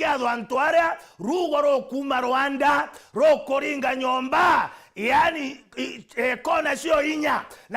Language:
Meru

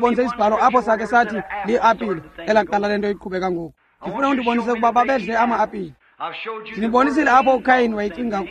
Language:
Xhosa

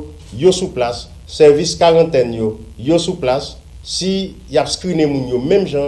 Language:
Haitian Creole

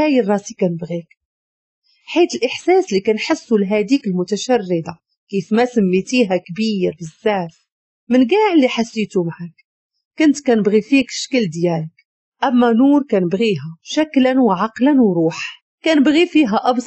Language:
Moroccan Arabic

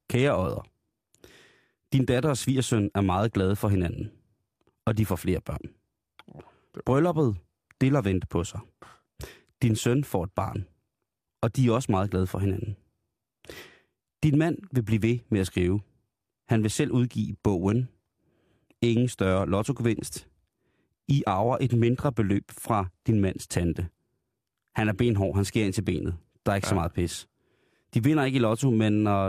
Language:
Danish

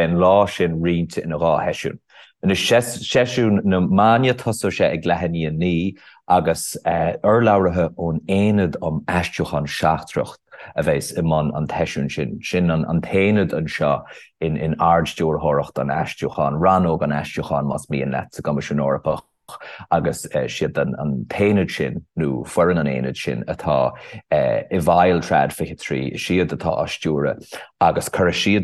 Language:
Irish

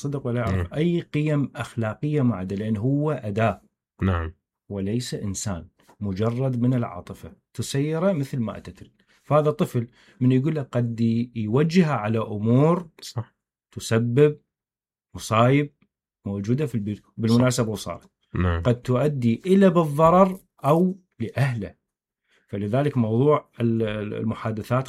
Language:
Mesopotamian Arabic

